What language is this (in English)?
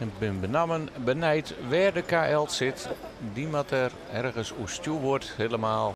Western Frisian